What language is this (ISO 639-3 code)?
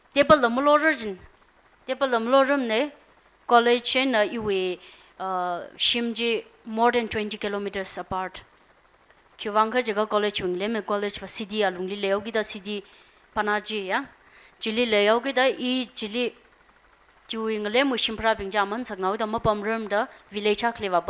nmf